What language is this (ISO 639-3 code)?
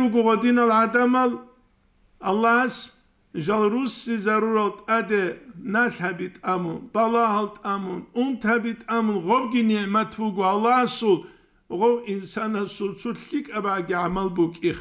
ava